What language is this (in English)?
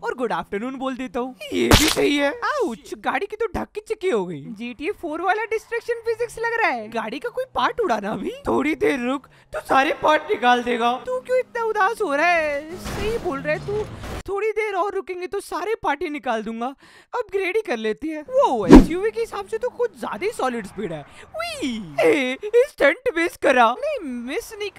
Hindi